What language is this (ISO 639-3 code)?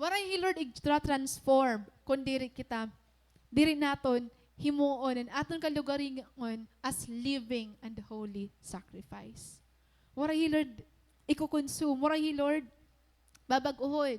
war